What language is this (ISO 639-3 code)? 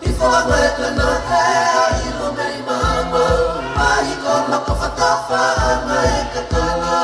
ton